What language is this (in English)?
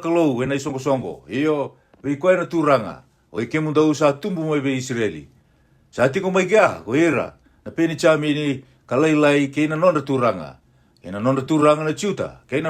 Fijian